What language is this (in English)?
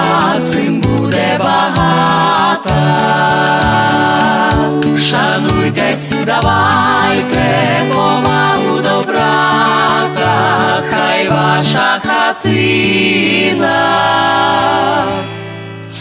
Ukrainian